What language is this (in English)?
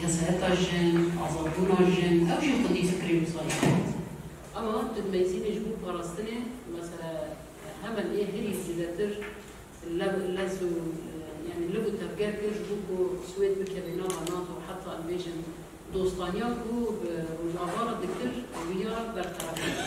Kurdish